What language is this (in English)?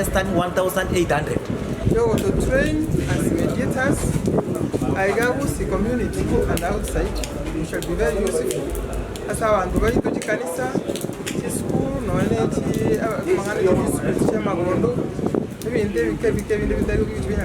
Gusii